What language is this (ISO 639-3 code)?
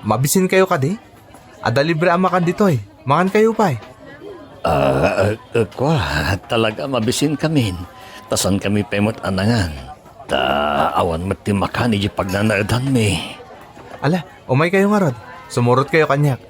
ilo